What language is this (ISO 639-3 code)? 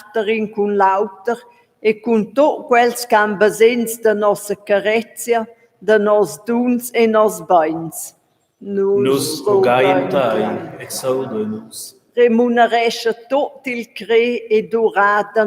roh